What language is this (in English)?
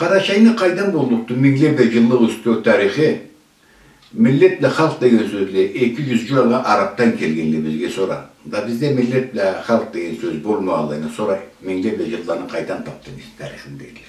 Karachay-Balkar